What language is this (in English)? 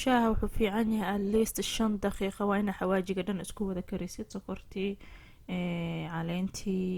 Somali